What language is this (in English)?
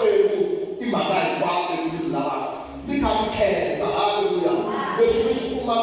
Tsonga